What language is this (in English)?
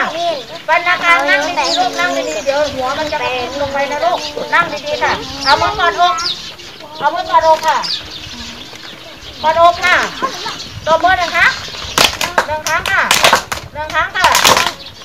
Thai